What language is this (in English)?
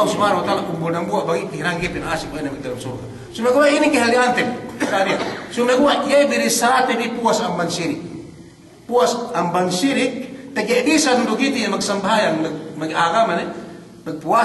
Yakan